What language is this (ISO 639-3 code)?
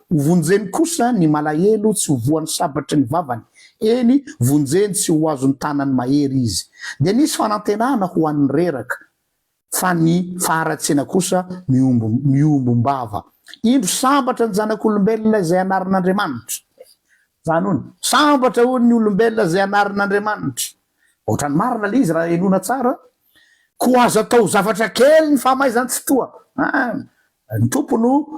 mlg